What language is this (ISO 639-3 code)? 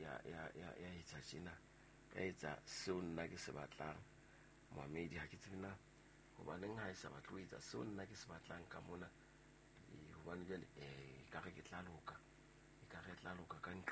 sot